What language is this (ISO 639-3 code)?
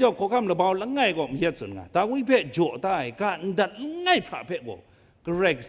kac